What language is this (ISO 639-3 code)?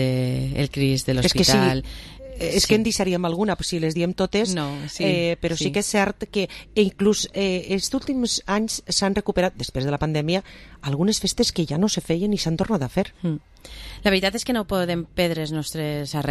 cat